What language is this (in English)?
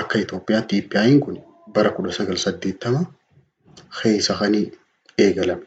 Oromo